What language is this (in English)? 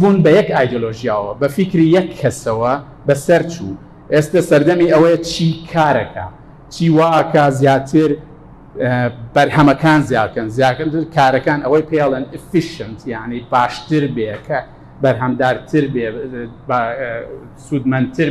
Central Kurdish